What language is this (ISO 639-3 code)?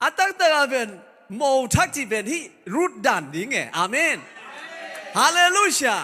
ctd